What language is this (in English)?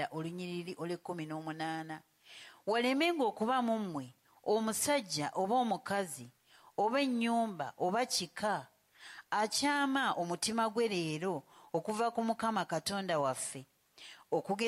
Ganda